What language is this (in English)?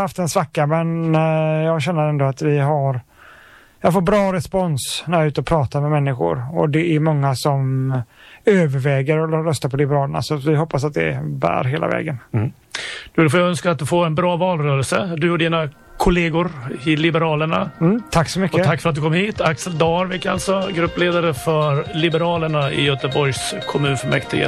Swedish